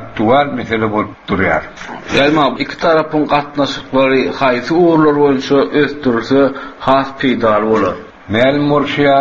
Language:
Turkmen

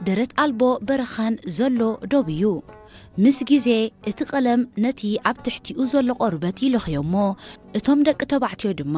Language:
Tigrinya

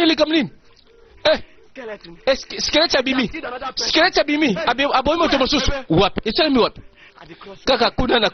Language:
Lingala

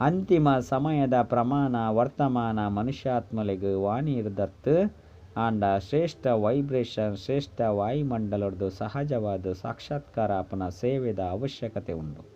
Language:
Tulu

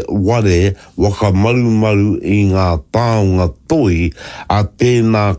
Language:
Māori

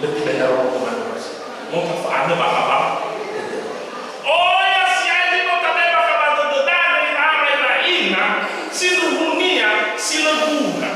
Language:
Nias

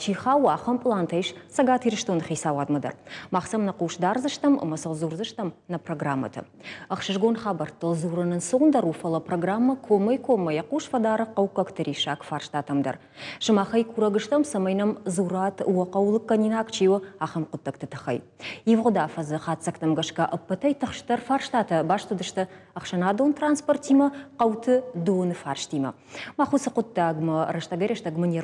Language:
Ossetic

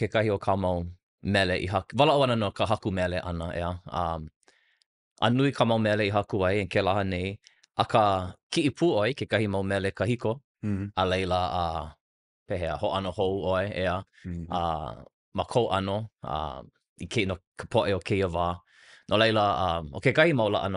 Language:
Hawaiian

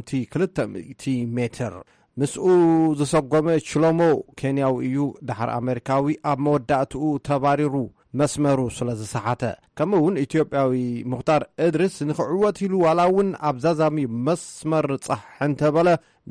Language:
Tigrinya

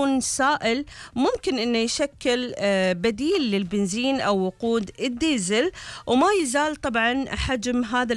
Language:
Gulf Arabic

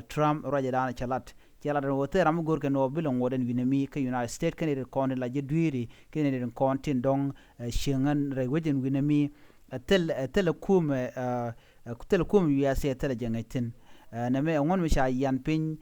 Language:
Nuer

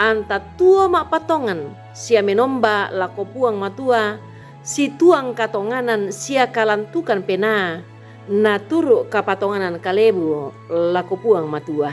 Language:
Toraja-Sa'dan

